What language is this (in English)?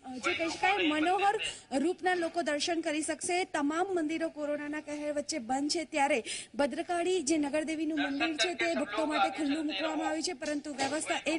Gujarati